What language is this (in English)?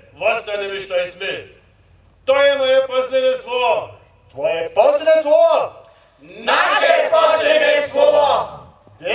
Upper Sorbian